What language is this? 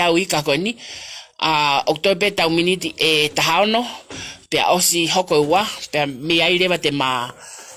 Tongan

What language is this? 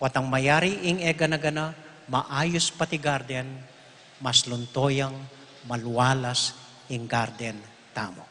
Pampanga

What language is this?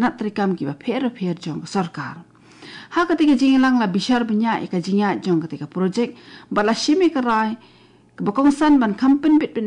Khasi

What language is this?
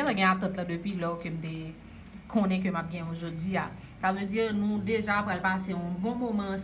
Haitian Creole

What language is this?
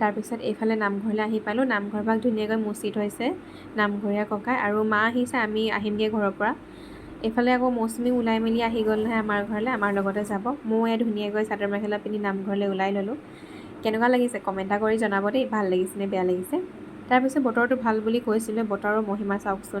Assamese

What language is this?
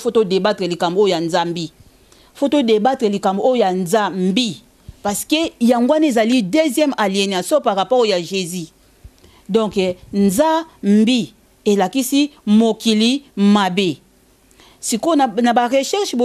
Lingala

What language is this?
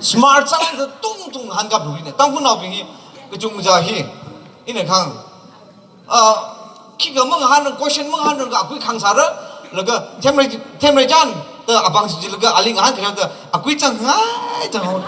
Tangkhul Naga (India)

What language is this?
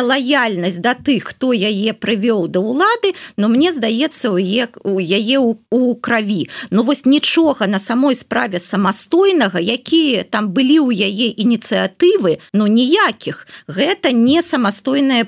Belarusian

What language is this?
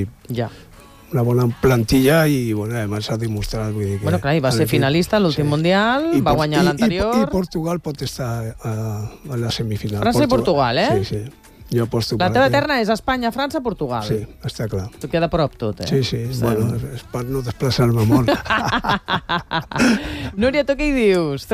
Catalan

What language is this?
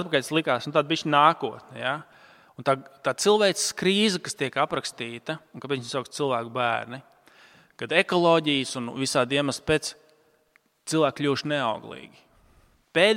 Latvian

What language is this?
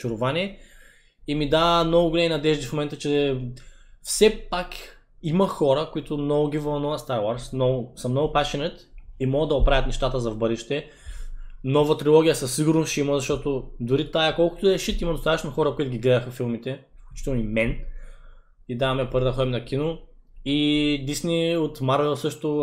Bulgarian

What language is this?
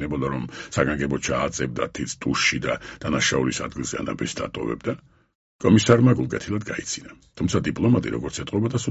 Georgian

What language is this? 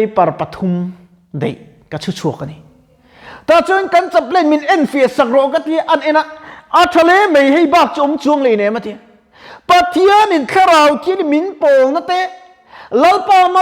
Mizo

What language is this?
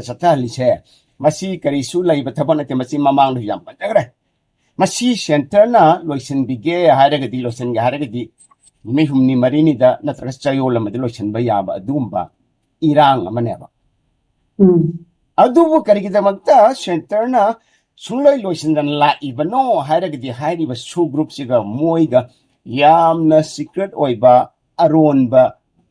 Manipuri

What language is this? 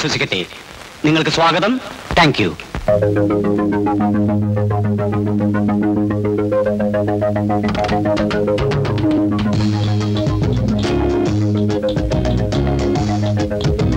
Malayalam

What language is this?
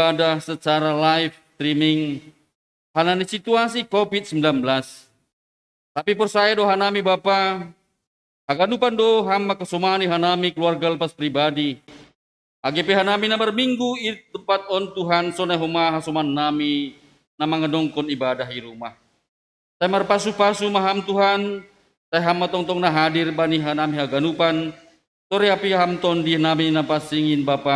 Batak Simalungun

